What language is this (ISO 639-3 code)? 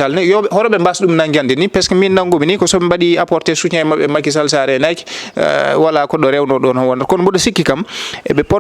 ful